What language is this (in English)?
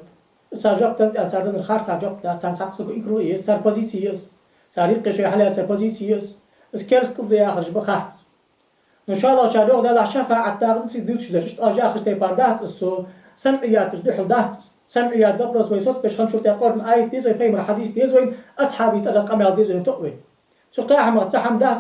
Ingush